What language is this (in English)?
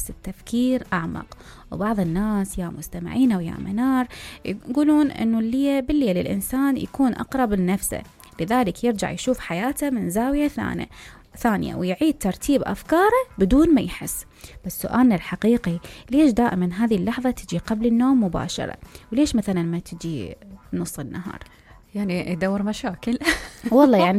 Mesopotamian Arabic